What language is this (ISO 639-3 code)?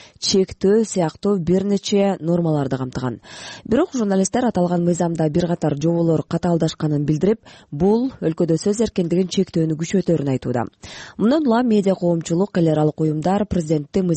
kir